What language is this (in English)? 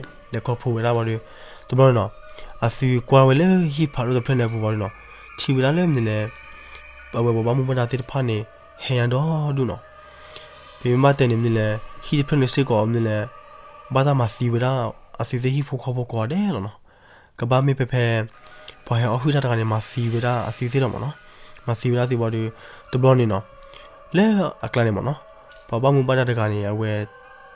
S'gaw Karen